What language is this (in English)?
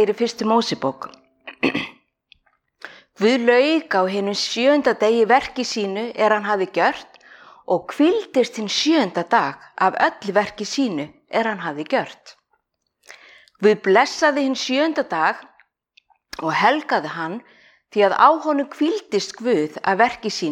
Icelandic